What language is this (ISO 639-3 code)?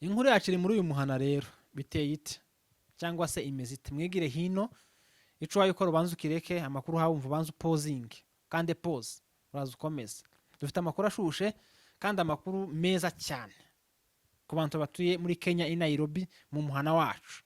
run